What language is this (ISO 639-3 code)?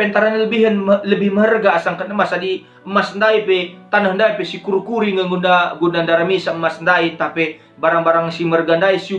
btx